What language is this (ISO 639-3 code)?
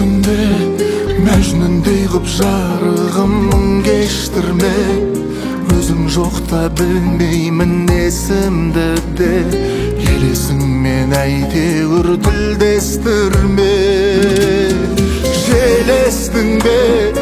kaz